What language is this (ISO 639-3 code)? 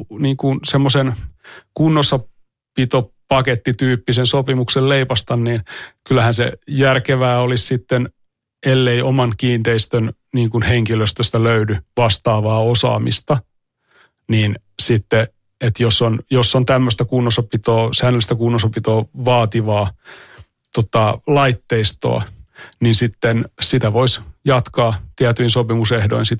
fin